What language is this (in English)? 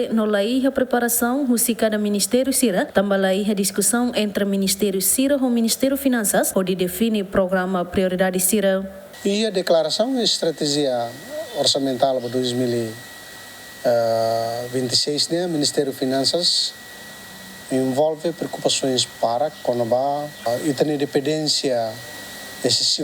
Tetum